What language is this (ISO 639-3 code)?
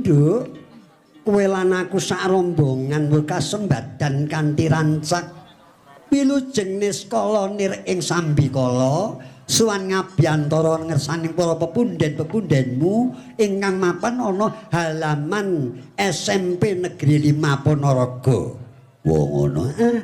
jav